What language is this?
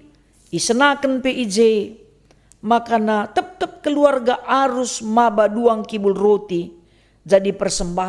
Batak Karo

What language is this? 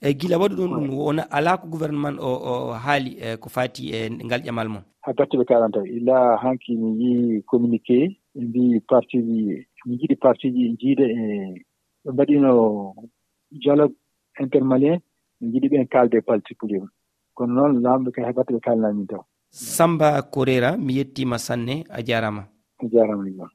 Fula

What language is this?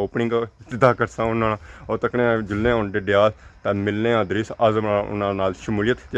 Pahari-Potwari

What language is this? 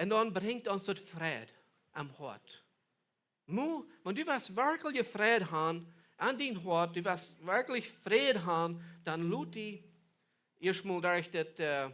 Plautdietsch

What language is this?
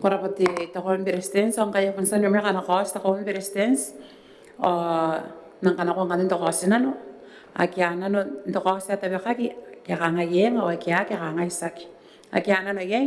Gilbertese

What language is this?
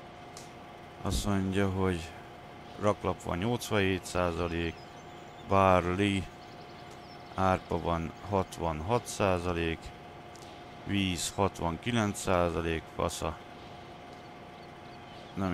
Hungarian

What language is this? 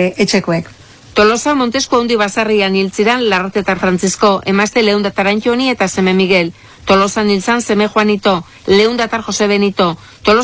Basque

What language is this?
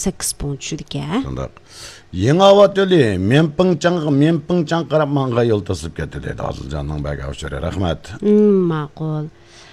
Uyghur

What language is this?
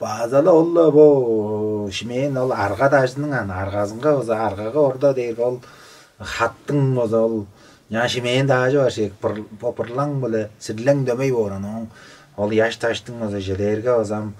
Tuvinian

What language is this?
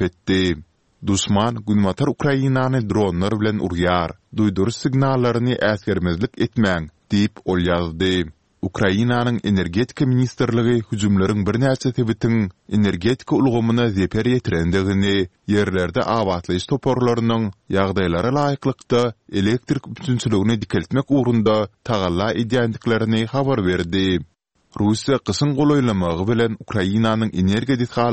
Turkmen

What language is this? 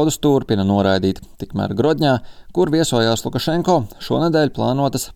Latvian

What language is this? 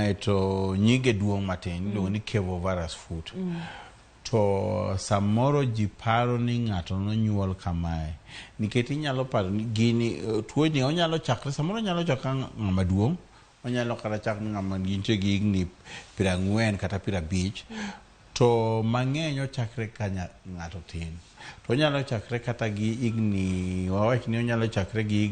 Luo (Kenya and Tanzania)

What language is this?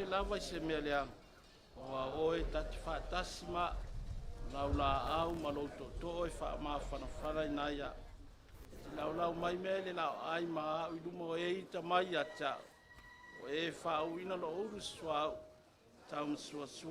Samoan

